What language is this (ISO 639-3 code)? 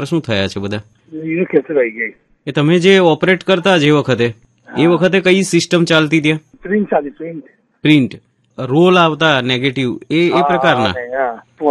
guj